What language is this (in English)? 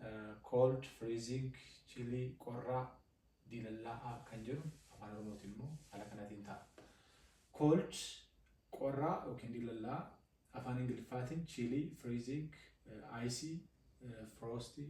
Oromo